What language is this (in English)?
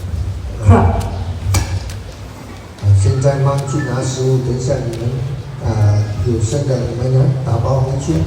Pali